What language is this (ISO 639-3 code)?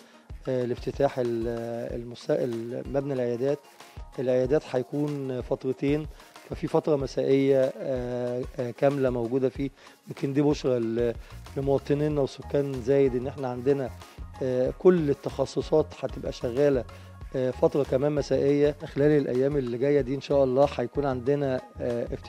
arz